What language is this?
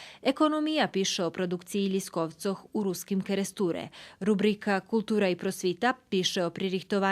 Rusyn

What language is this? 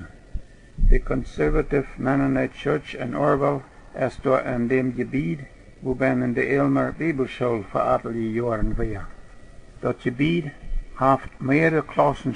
Plautdietsch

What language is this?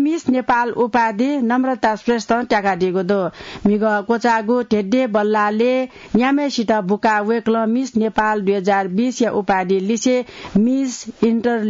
Newari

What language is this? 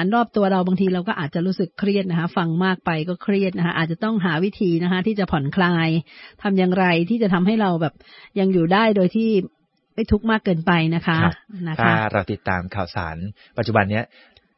Thai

